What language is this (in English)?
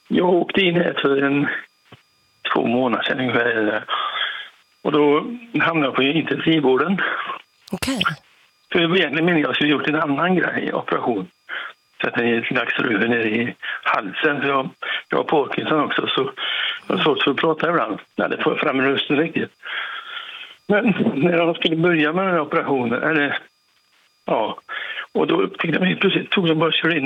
Swedish